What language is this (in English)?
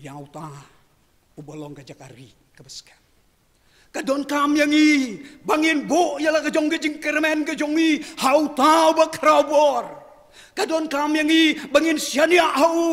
Khasi